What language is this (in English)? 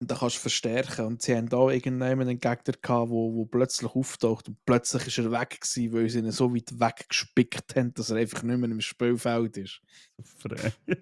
Swiss German